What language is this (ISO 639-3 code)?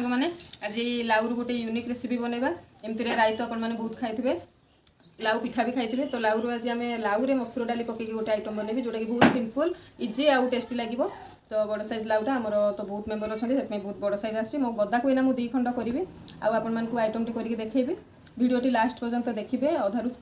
ori